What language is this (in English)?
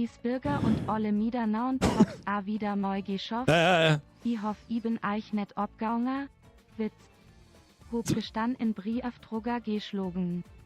Bavarian